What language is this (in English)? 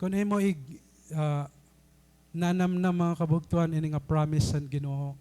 Waray